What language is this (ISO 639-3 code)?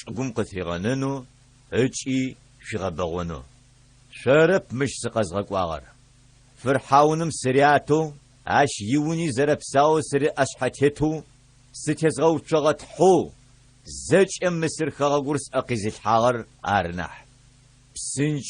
ady